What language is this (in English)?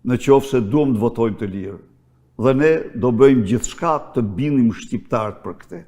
Albanian